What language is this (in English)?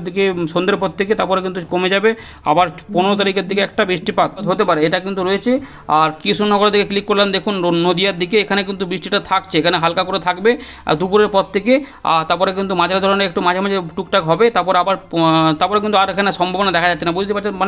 Bangla